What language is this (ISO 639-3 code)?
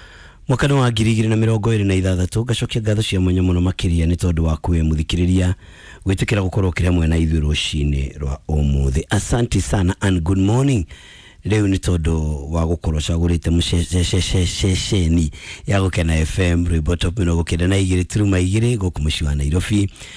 kik